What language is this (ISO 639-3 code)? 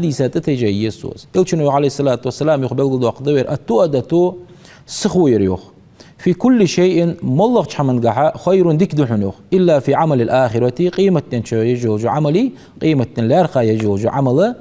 inh